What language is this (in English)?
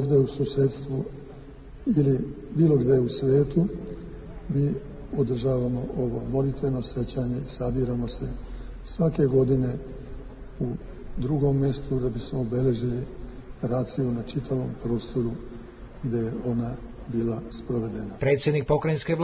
Serbian